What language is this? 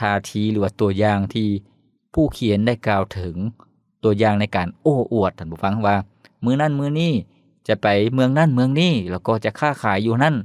Lao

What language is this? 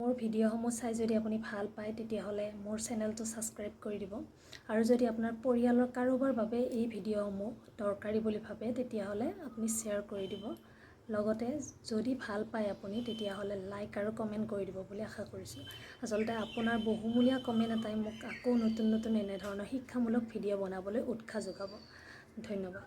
Assamese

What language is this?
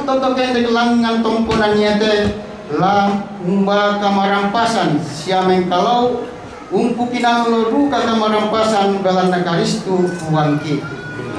Toraja-Sa'dan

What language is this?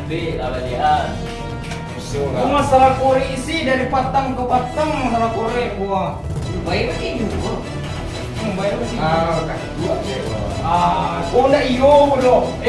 Minangkabau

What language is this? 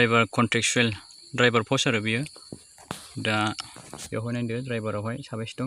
Bodo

